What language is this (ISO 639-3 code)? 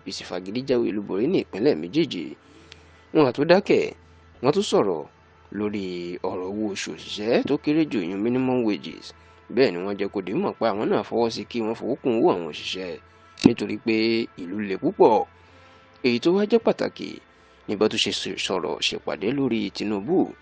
yor